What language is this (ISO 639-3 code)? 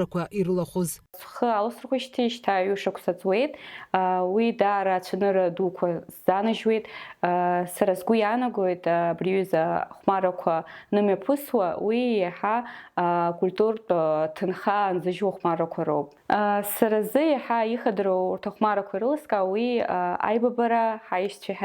abk